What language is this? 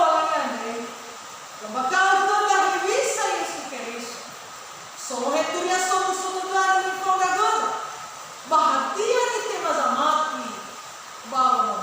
Nias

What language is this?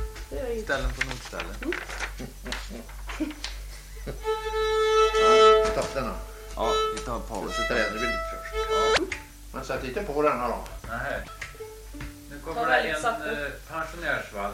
Swedish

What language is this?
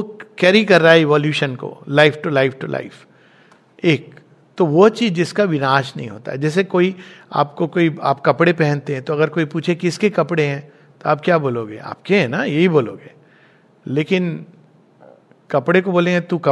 Hindi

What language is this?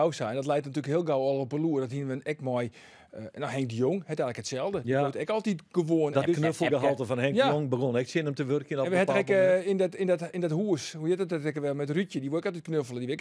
Western Frisian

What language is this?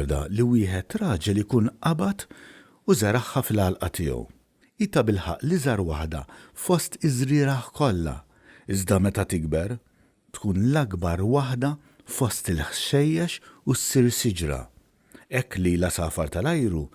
Maltese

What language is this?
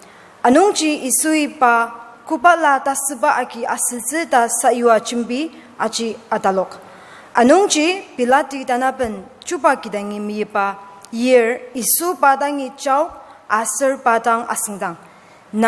Ao Naga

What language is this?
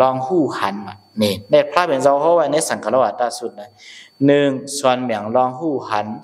Shan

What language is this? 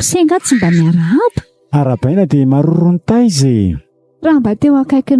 Malagasy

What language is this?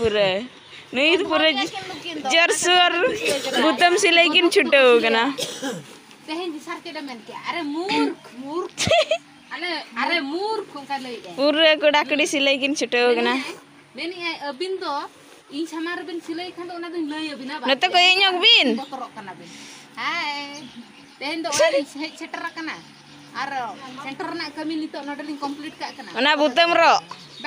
Santali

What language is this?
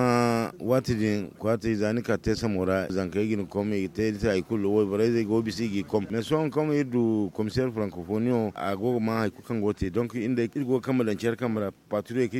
Zarma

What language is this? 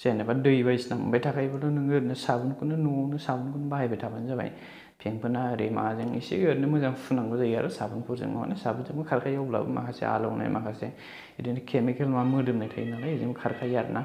Bodo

